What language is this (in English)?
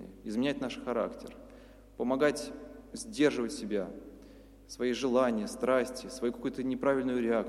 Russian